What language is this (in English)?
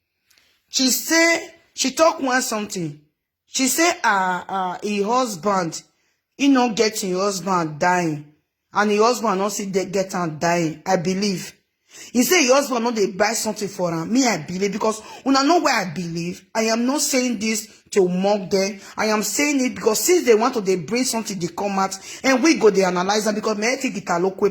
Nigerian Pidgin